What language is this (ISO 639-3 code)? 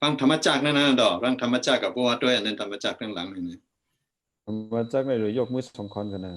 shn